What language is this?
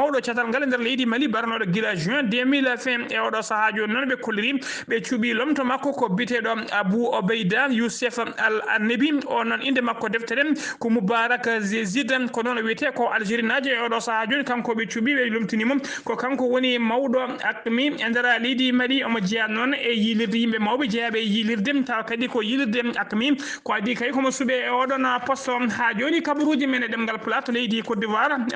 Fula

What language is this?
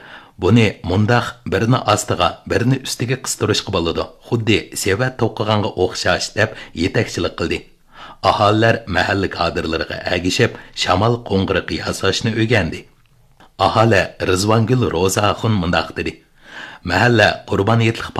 Uyghur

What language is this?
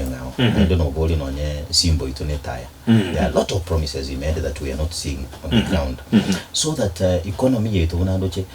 Gusii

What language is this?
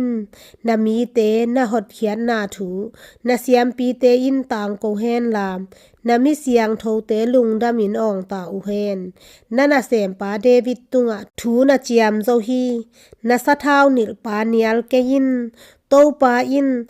Tedim Chin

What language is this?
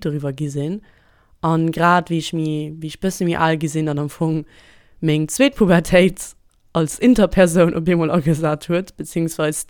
Luxembourgish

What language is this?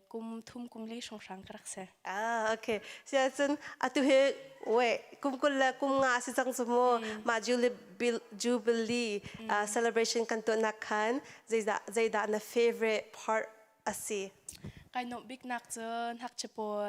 Hakha Chin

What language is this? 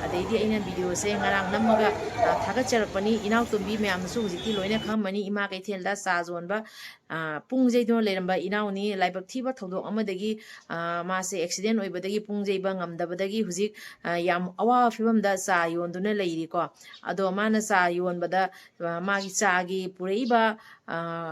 Manipuri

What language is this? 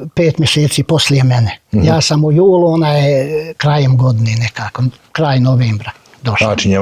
Bosnian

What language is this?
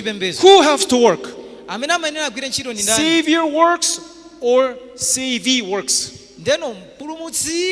Nyanja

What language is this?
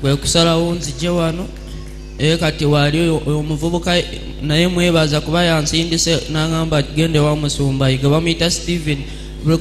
Ganda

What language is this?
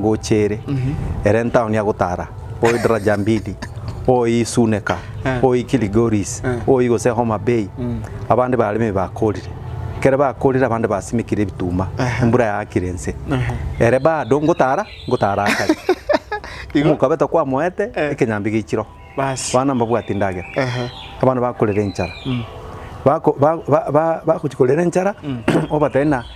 Gusii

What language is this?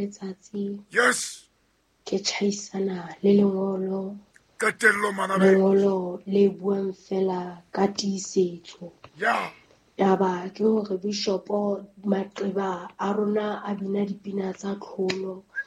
Southern Sotho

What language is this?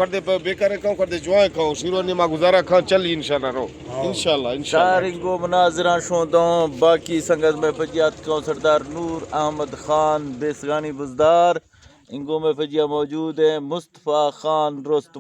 Eastern Balochi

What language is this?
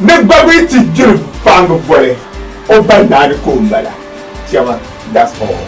Dagbani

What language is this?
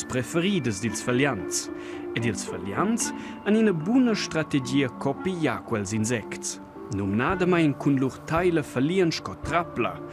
Romansh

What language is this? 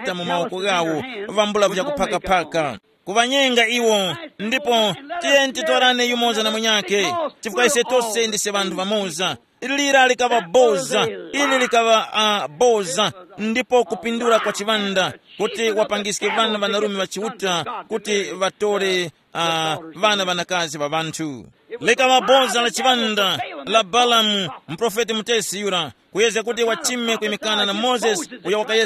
Tumbuka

